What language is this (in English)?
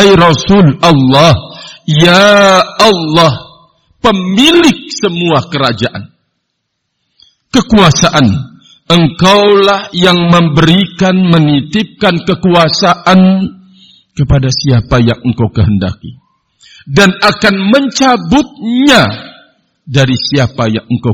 Indonesian